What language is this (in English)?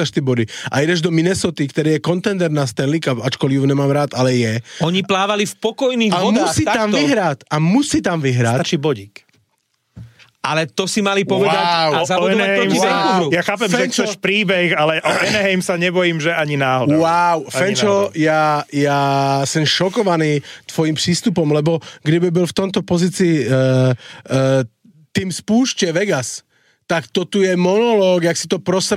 Slovak